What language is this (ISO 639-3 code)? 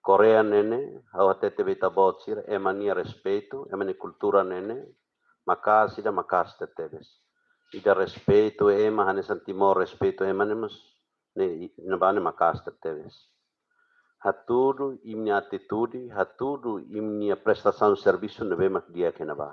tet